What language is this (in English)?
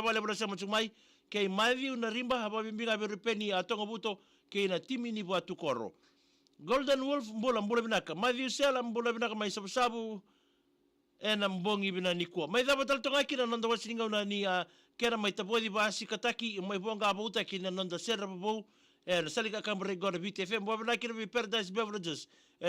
Fijian